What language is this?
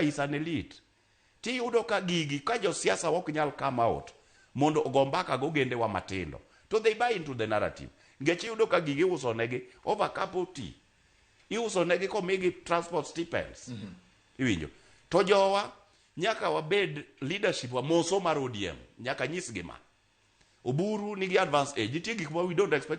Luo (Kenya and Tanzania)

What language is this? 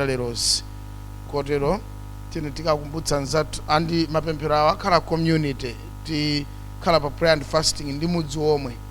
Nyanja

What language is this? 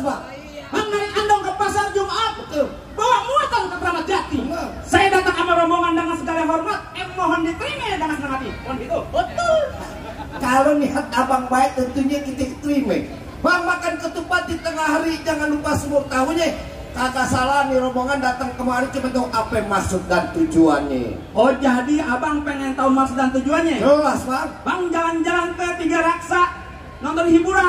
Betawi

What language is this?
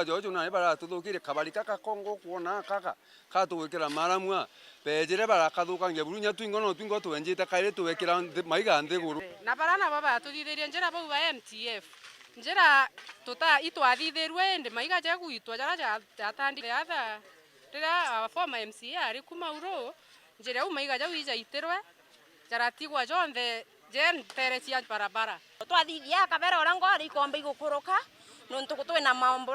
Meru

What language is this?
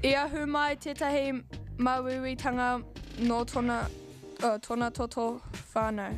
Māori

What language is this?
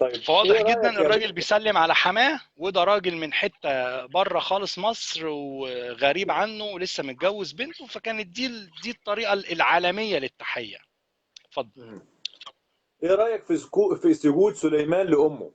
Egyptian Arabic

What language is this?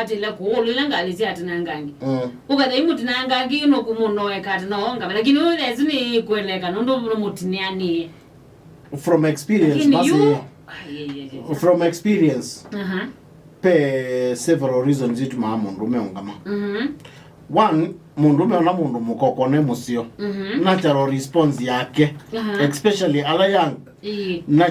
Kamba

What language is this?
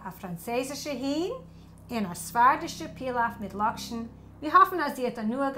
Yiddish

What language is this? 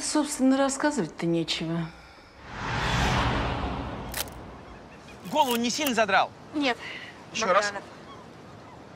Russian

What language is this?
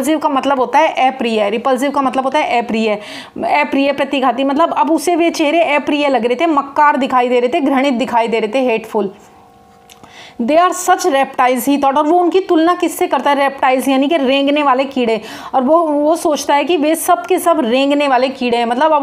Hindi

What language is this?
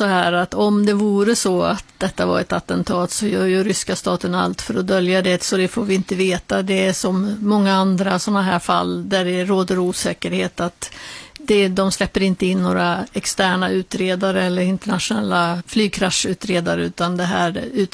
Swedish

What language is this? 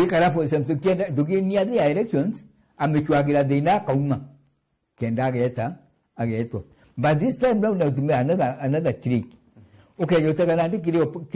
Meru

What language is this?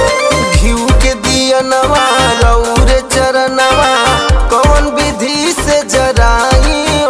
Bhojpuri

